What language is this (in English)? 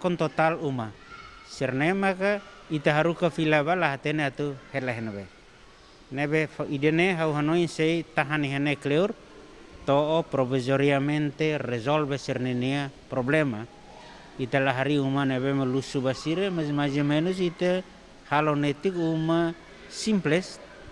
Tetum